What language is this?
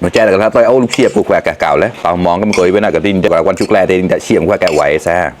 Mon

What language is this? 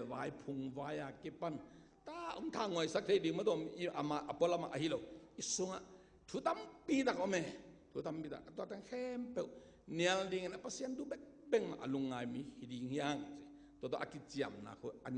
Tedim Chin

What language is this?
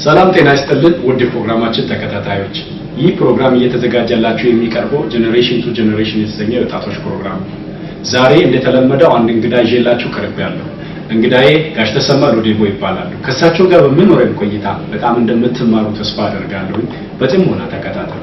Amharic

